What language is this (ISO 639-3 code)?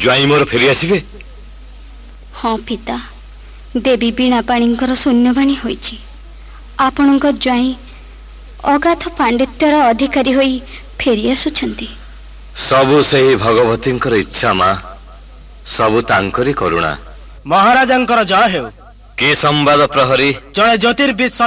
ori